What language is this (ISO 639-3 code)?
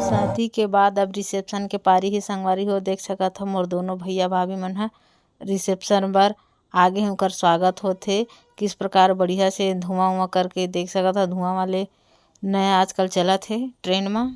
hne